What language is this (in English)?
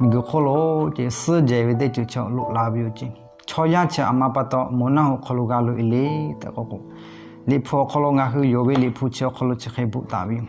Lahu